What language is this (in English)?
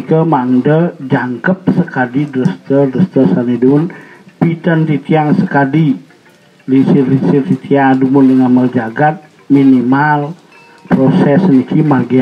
Balinese